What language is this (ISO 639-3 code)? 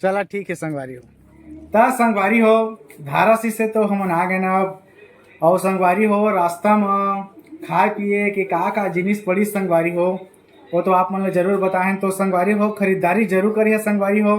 hne